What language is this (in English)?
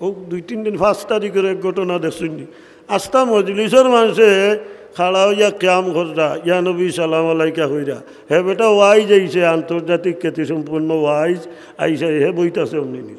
Sylheti